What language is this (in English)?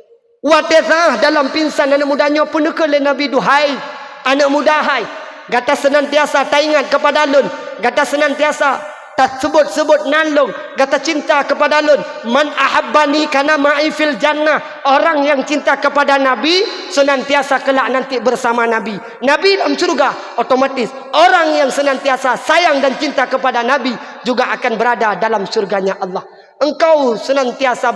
Achinese